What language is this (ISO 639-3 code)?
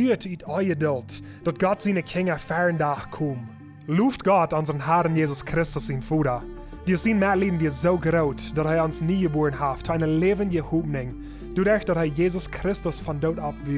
pdt